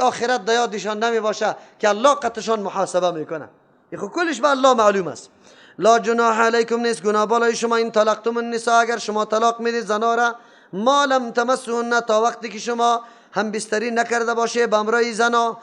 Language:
Persian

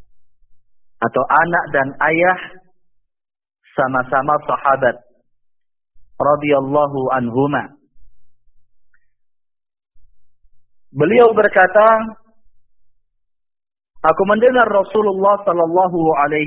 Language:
Indonesian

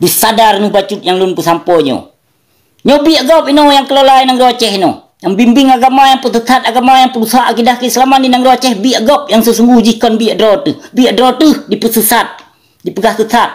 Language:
Achinese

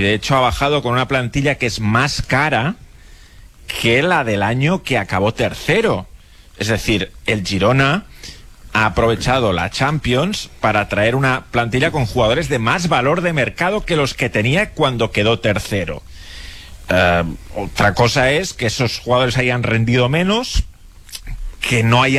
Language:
Spanish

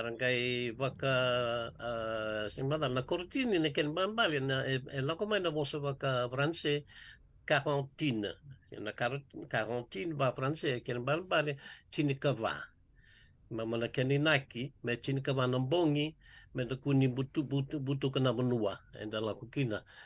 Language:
Fijian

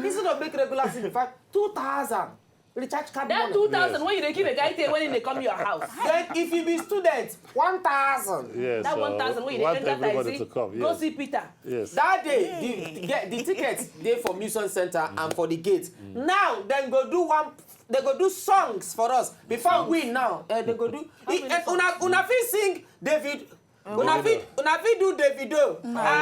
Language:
Nigerian Pidgin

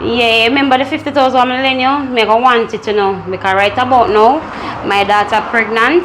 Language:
Jamaican Creole English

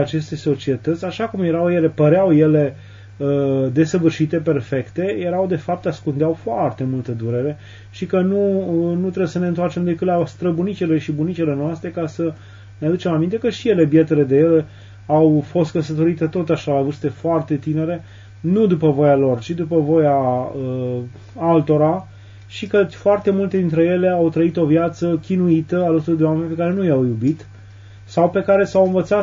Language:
Romanian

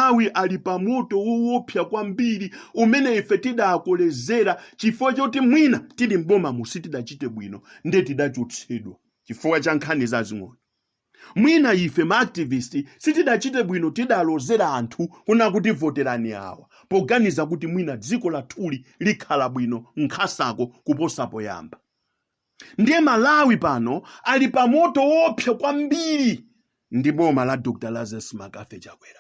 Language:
Nyanja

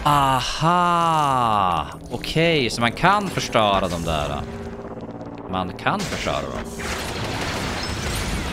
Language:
Swedish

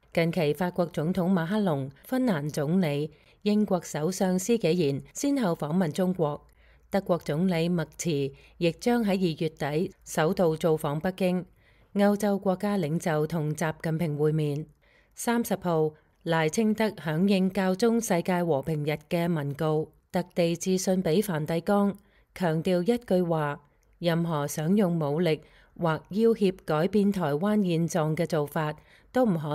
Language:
Cantonese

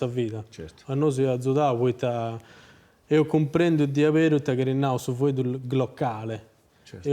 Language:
Sardinian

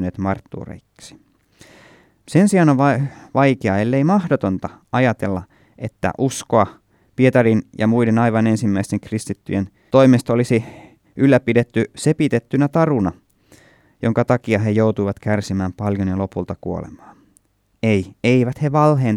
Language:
Finnish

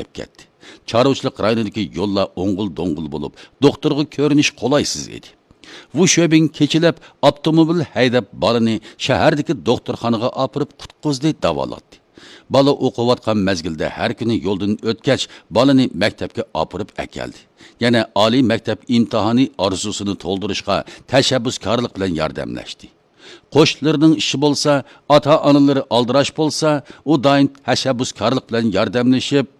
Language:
Uyghur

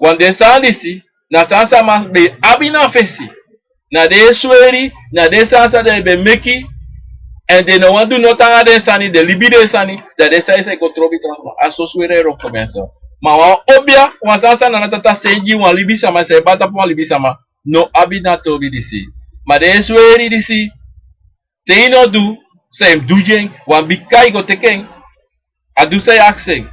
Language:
Sranan Tongo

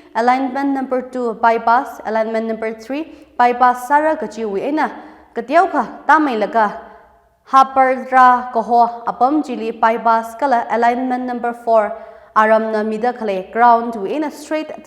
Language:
Tangkhul Naga (India)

